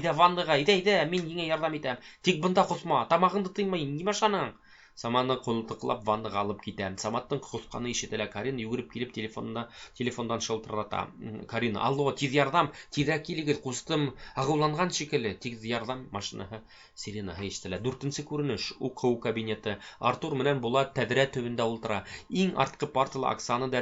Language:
Bashkir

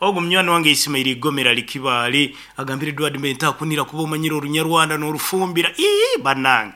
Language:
Nyankole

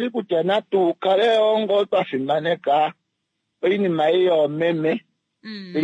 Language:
Kuanyama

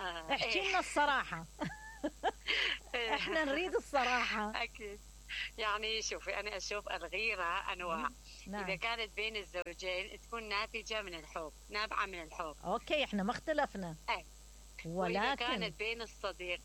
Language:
Mesopotamian Arabic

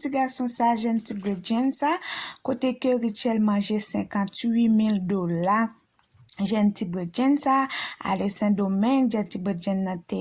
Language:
Haitian Creole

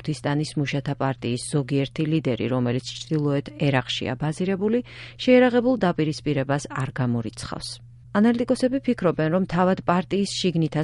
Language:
Georgian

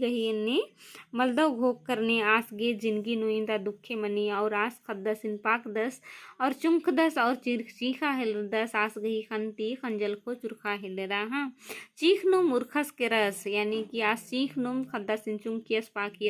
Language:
Kurukh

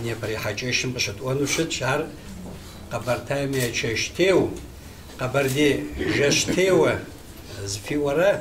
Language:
Kabardian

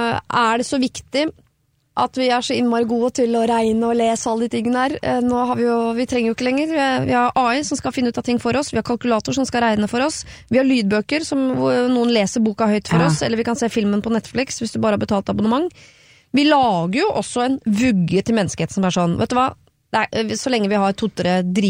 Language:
Norwegian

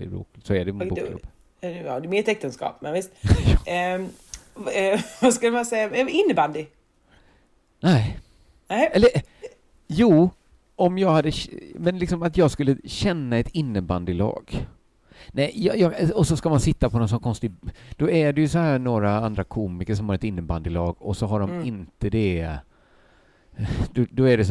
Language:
Swedish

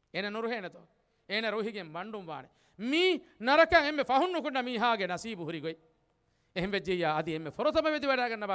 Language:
Divehi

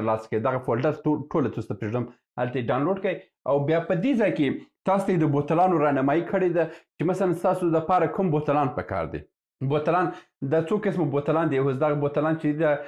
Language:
Pashto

